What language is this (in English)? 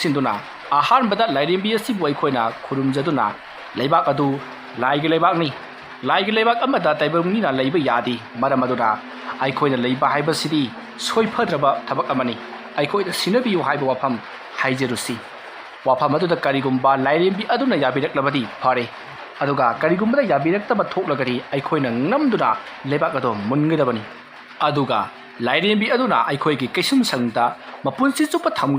Manipuri